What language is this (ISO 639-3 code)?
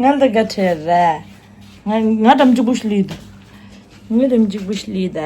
bod